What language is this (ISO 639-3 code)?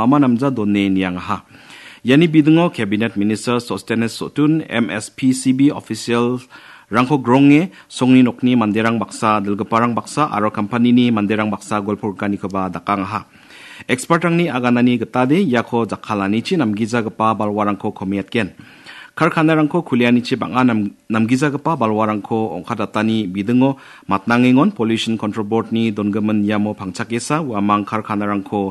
grt